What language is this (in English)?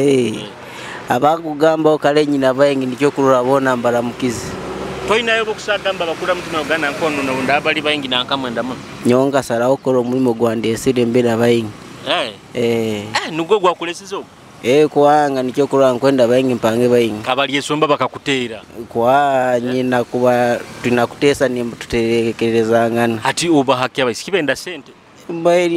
Nyoro